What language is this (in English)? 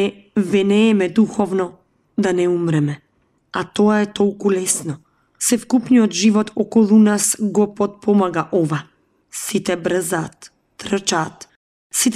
Macedonian